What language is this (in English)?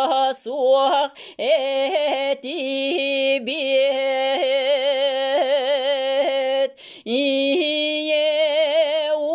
Yakut